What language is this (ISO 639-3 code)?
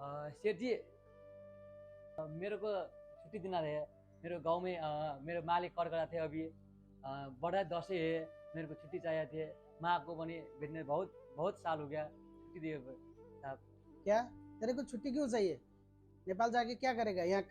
nep